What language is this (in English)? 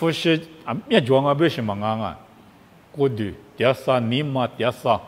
Lisu